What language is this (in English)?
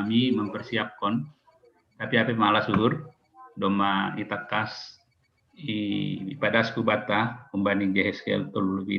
Batak Simalungun